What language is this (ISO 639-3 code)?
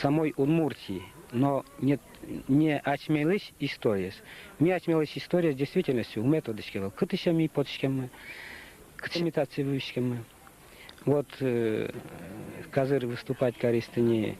udm